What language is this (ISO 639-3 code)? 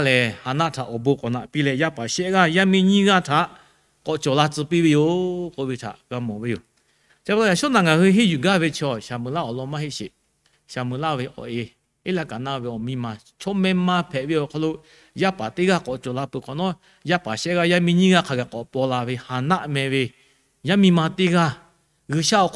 lhu